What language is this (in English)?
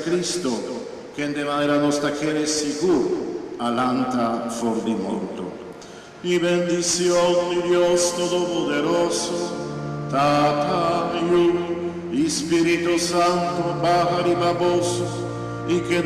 Papiamento